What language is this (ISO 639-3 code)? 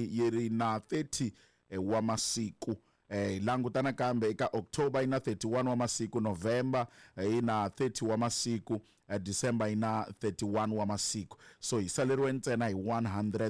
tso